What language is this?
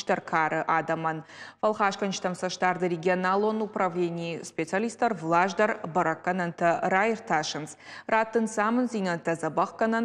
Ossetic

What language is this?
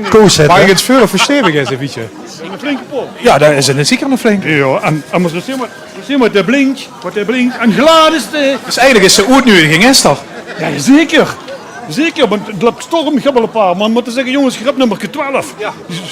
Limburgish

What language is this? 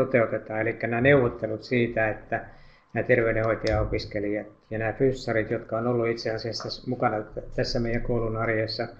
Finnish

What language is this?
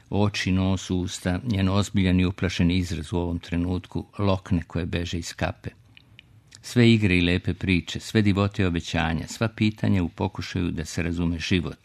Serbian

